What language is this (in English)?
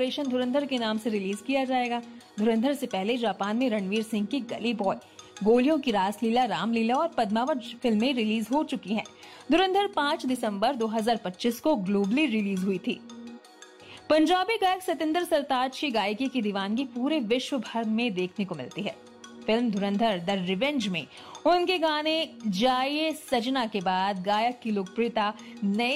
Hindi